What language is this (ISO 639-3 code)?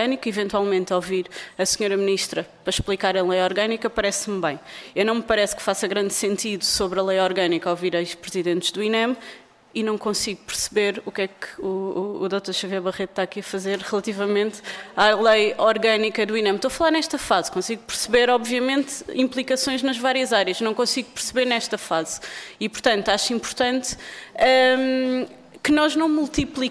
por